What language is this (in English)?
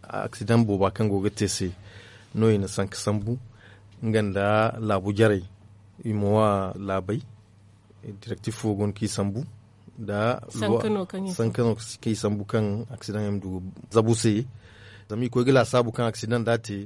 Zarma